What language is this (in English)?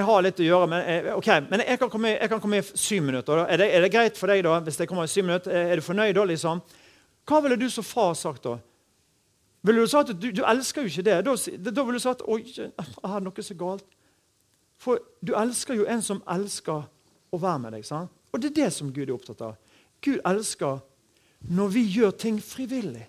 Norwegian